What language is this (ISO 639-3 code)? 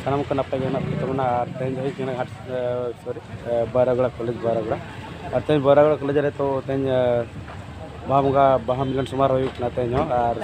sat